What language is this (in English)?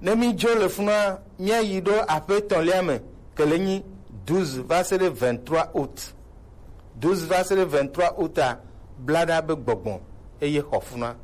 Gen